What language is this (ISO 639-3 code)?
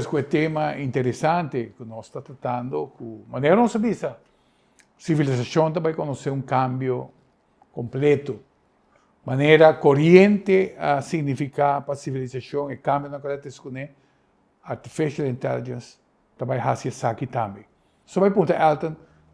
pap